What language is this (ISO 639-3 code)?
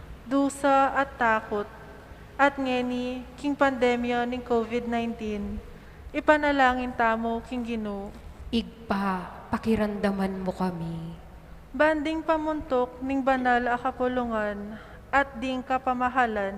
pam